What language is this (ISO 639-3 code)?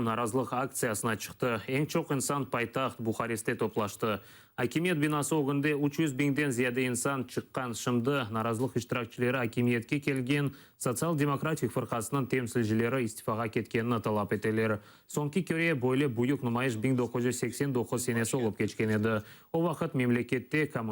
crh